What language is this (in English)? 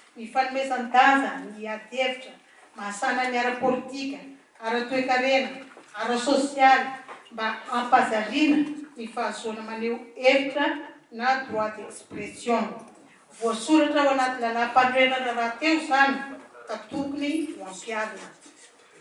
Malagasy